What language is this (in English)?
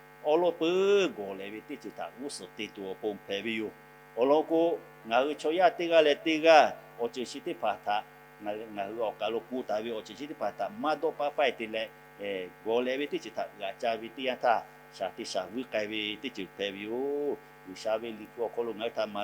Lahu